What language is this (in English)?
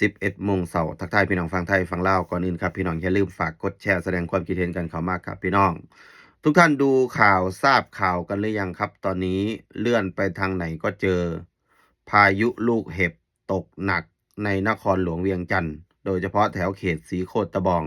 Northeastern Thai